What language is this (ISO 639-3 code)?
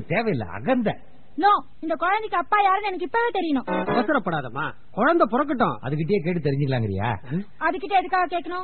tam